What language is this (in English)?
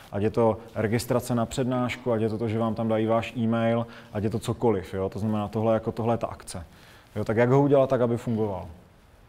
Czech